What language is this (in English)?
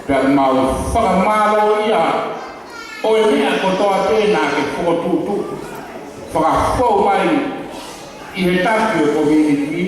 Tongan